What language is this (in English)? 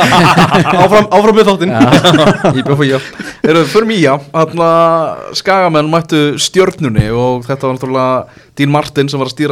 Icelandic